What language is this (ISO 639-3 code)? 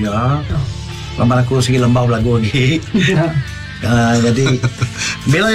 iba